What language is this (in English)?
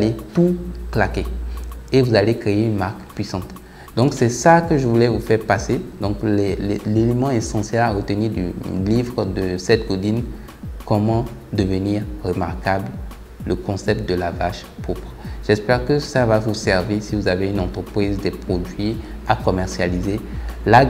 French